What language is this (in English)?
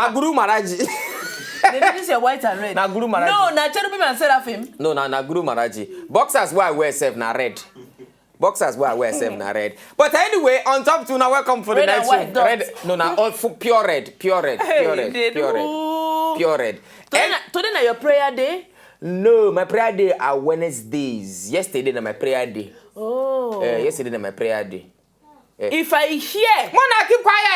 Nigerian Pidgin